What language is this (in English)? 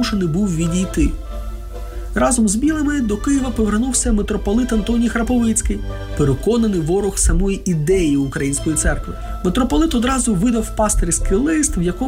Ukrainian